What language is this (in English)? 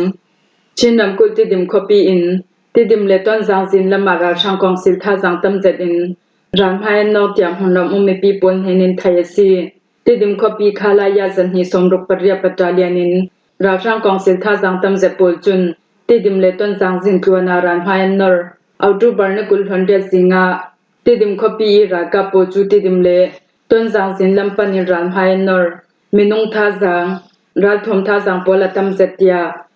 Falam Chin